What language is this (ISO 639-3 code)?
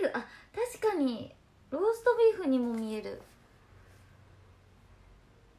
jpn